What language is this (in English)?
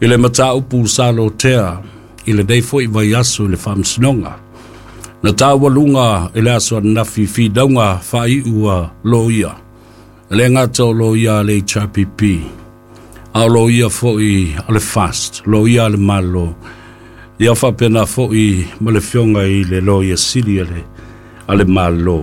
Samoan